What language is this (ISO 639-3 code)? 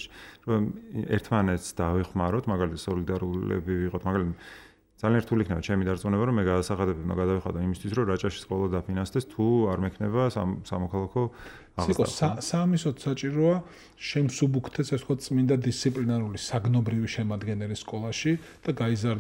kat